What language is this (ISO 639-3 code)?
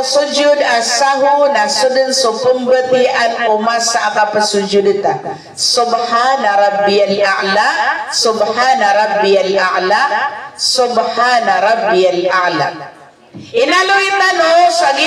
mrw